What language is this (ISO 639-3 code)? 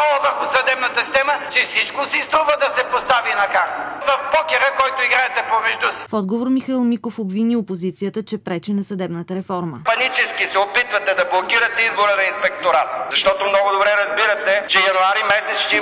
bul